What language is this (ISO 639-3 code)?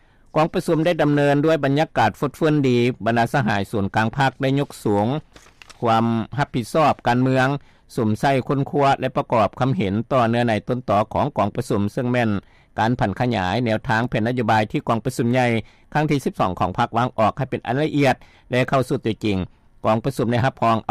lao